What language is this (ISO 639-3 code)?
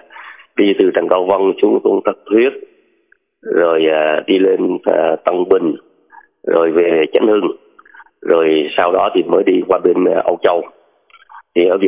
vie